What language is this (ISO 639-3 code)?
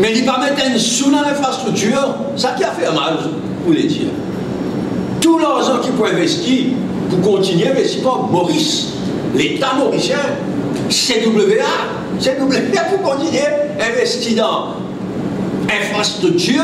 mfe